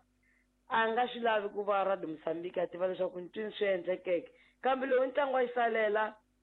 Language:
Tsonga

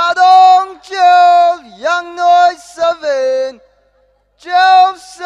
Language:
Tangkhul Naga (India)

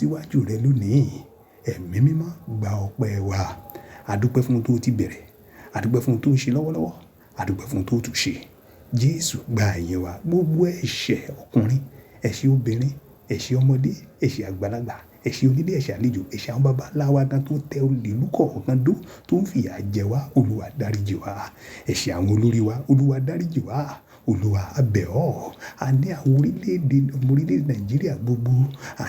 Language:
Yoruba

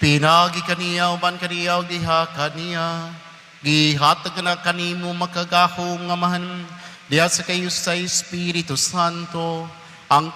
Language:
Cebuano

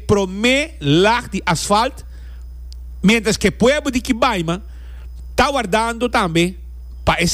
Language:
Papiamento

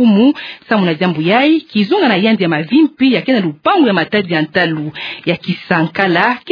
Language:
Kituba (Democratic Republic of Congo)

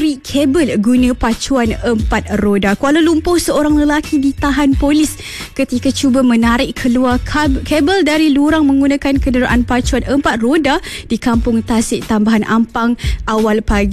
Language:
Malay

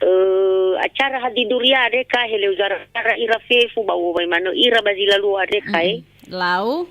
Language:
Nias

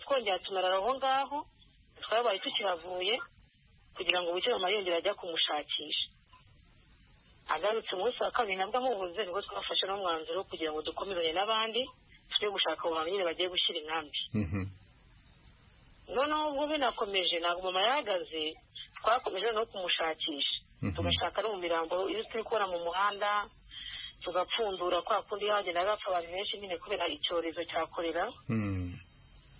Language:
Kinyarwanda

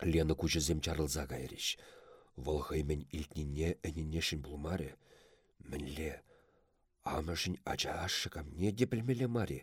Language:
Chuvash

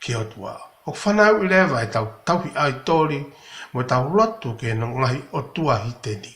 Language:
Tongan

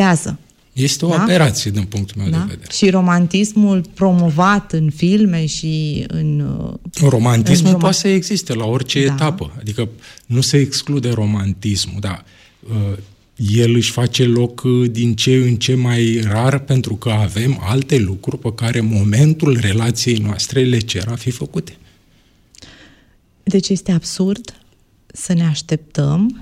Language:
Romanian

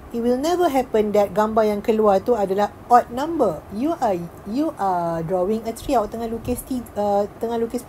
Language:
Malay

